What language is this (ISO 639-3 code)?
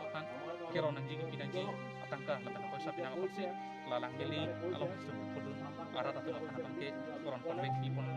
mjw